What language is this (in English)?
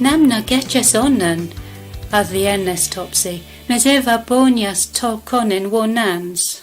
Cornish